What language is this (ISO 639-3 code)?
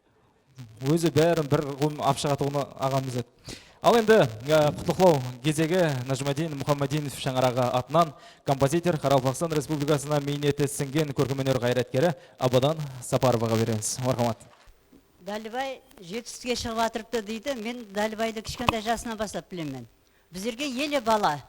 kaa